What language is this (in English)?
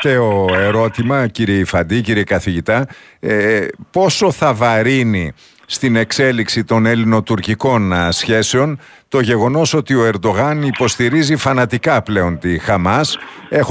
Greek